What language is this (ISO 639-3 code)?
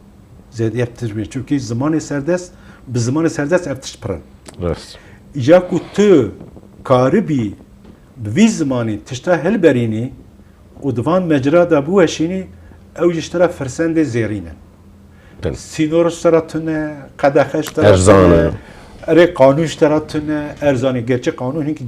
kur